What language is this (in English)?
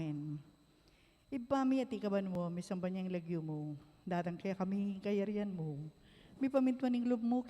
Pampanga